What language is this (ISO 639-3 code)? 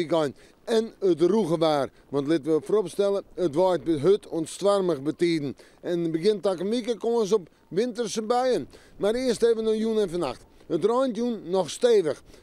fry